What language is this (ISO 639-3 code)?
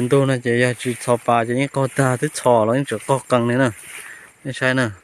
hmn